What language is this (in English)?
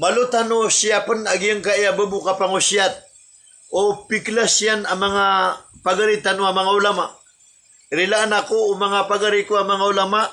Maranao